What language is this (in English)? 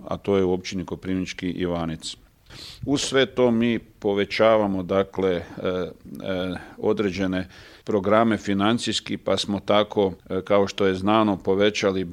Croatian